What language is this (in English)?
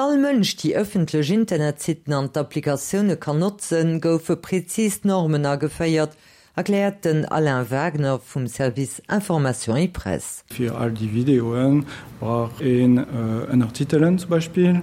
Luxembourgish